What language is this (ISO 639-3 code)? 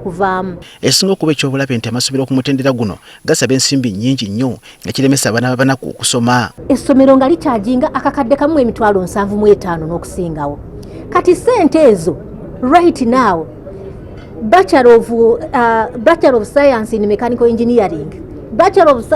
lug